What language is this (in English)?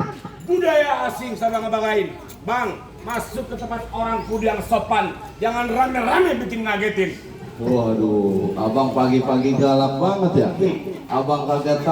Betawi